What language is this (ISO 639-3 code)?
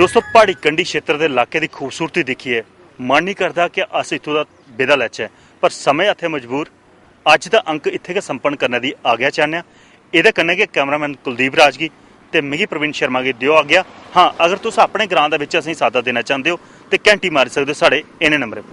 doi